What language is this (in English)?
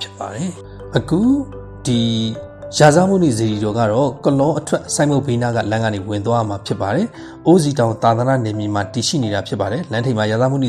Burmese